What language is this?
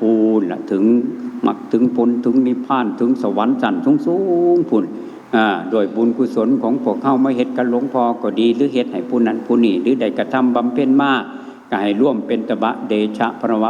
Northeastern Thai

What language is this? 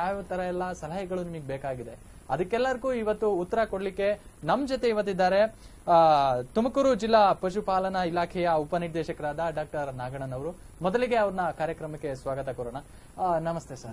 Kannada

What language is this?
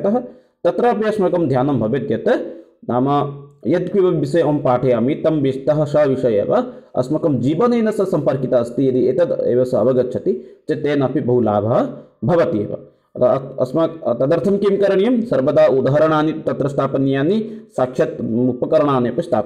Sanskrit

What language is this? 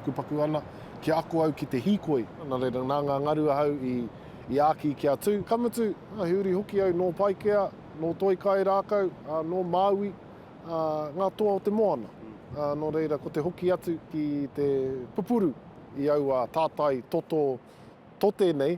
Māori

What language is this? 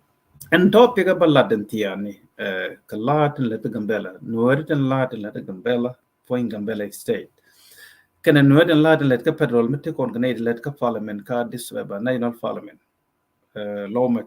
Nuer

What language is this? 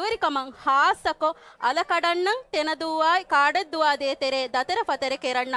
Divehi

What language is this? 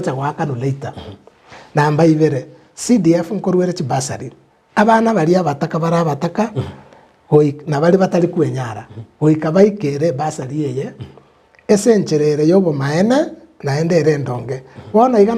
Gusii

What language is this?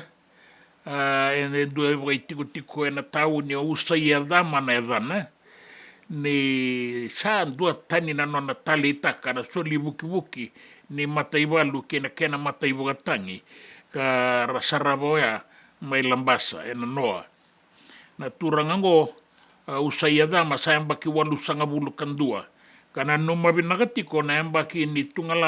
Fijian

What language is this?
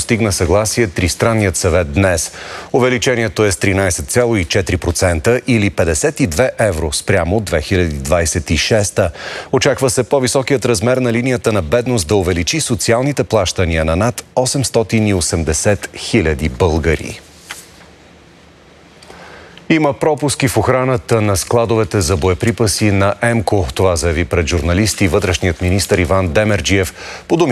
Bulgarian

